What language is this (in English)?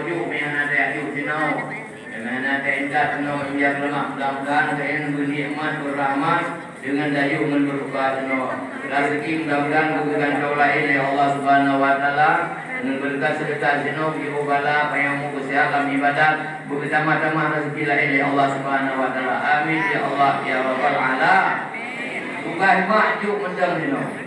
Achinese